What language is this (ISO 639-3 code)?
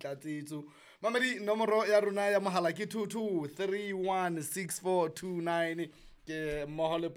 sot